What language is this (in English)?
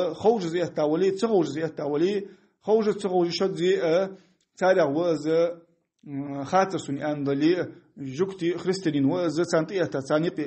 Ingush